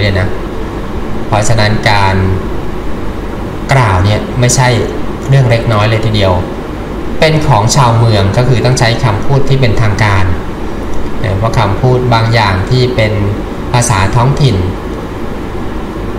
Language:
Thai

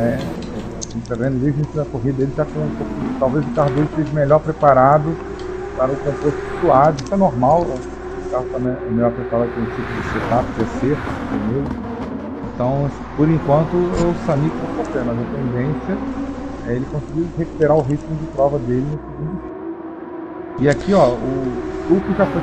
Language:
Portuguese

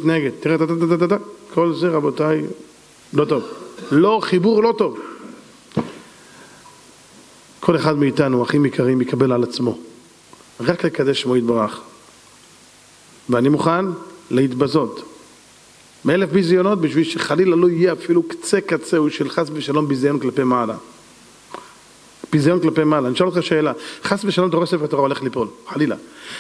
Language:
Hebrew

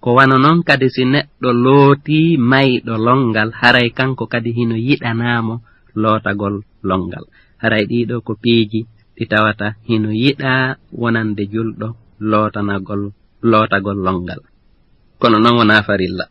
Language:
Fula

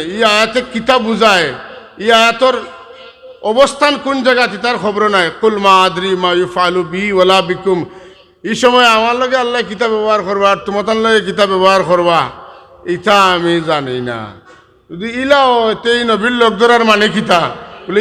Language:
Sylheti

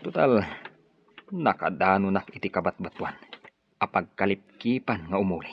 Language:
Iloko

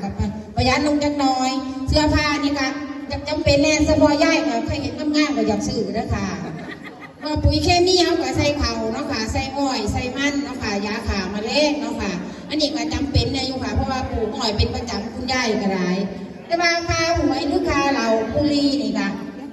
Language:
Northeastern Thai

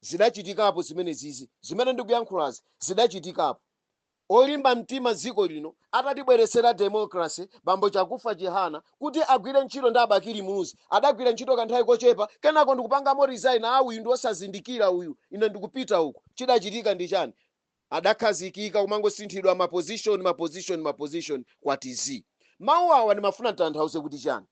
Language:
Nyanja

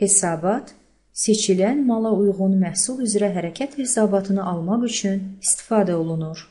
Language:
Azerbaijani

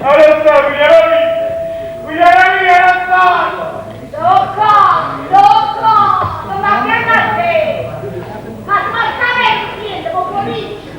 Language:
Neapolitan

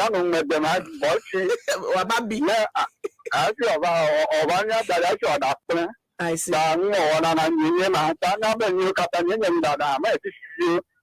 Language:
Ewe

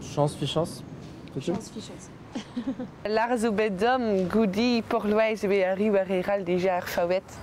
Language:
Breton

